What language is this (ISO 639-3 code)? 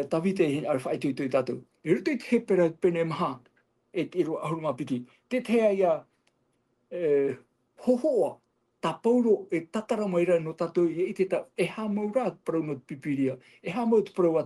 tah